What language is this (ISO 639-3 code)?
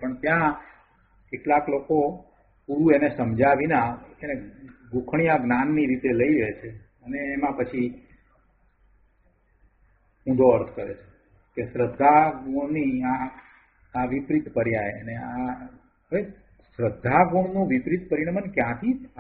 guj